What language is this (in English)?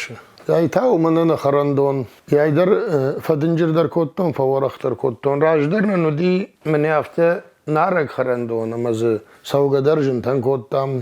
Ossetic